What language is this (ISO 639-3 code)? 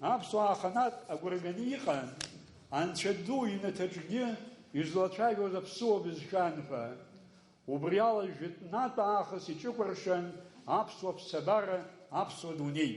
abk